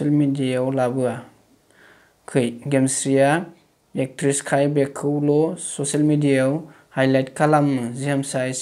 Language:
Bodo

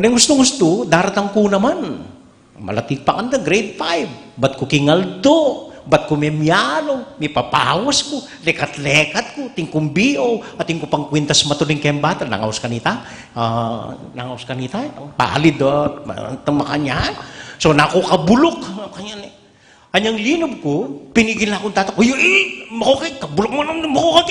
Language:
Pampanga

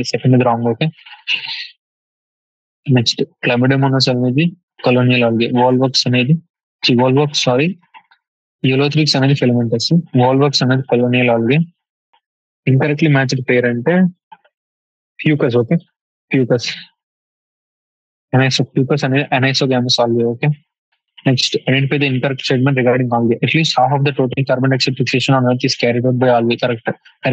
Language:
Telugu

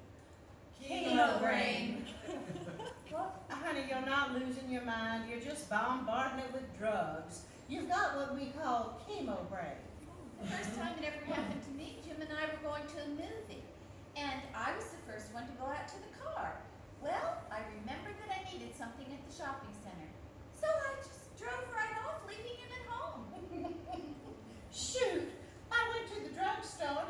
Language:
English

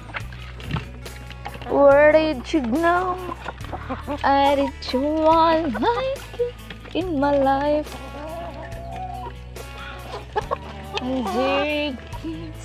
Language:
Filipino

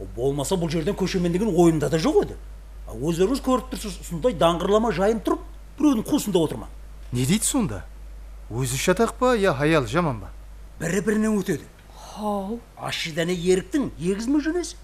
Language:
Kara-Kalpak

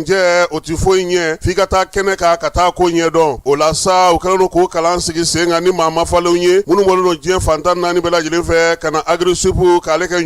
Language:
Bambara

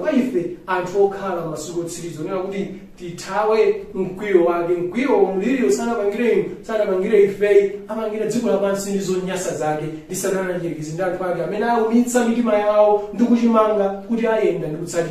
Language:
Nyanja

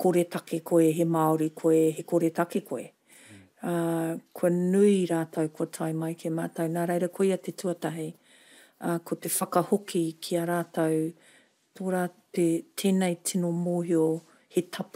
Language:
Māori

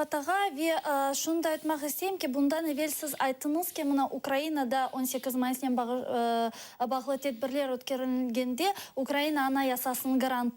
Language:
Crimean Tatar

